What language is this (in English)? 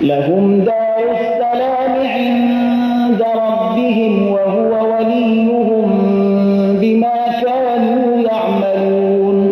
Persian